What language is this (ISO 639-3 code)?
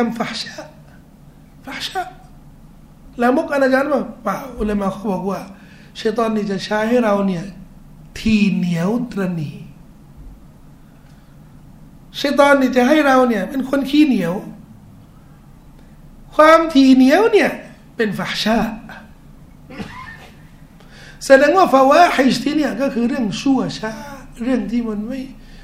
tha